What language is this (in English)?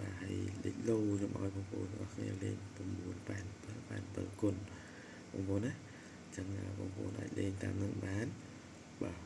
Khmer